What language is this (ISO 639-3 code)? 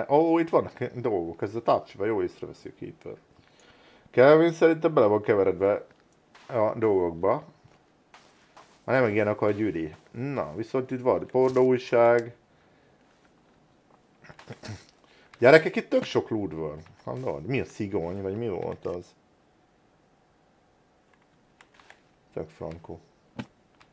hun